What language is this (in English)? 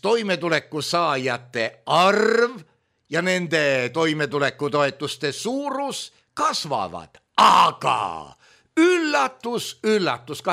Estonian